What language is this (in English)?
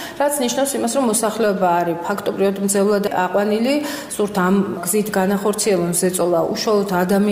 Georgian